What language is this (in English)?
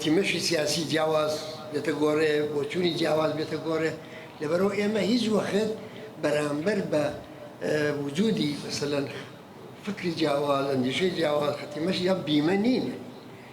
Central Kurdish